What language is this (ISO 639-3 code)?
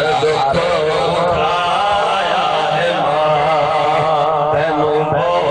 skr